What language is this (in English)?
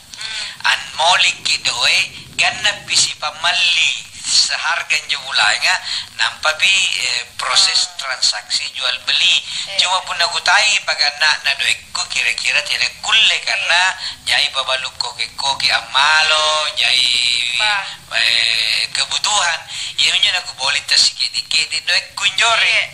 Makasar